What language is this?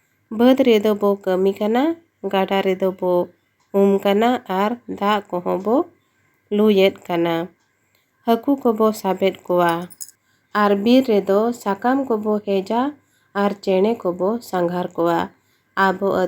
Santali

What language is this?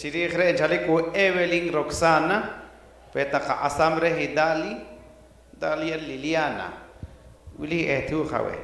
Poqomchi'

